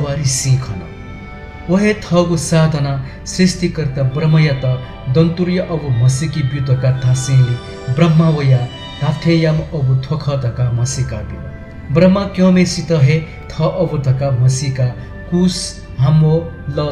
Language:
Newari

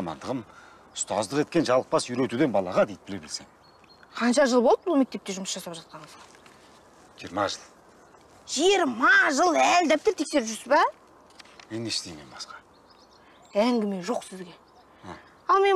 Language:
Kazakh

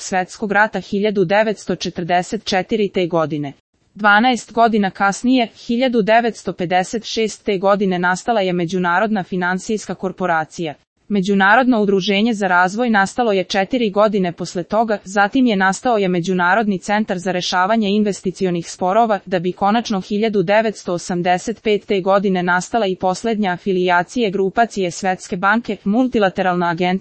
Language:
Serbian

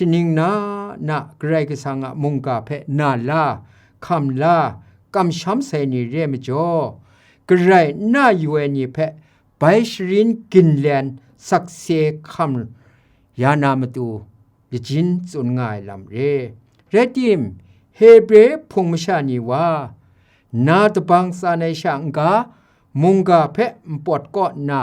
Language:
Kachin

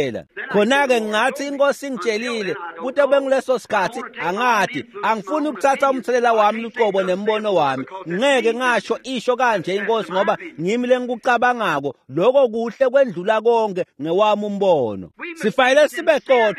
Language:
Swati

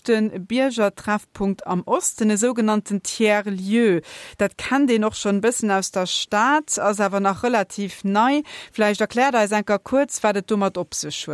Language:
Luxembourgish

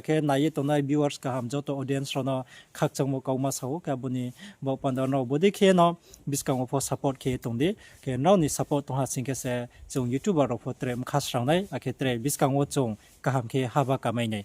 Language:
Riang (India)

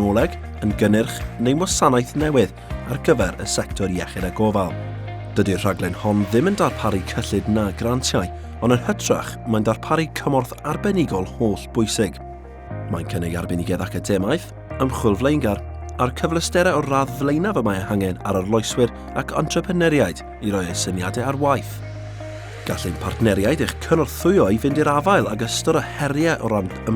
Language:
Welsh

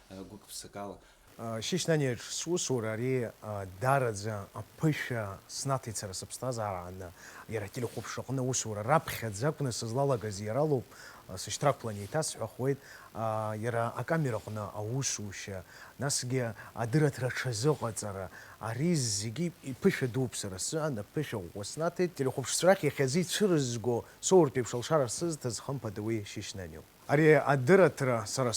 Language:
Abkhazian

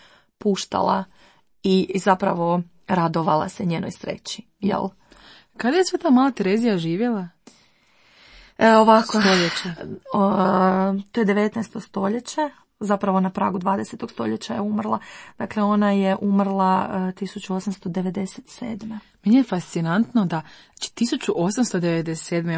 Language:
Croatian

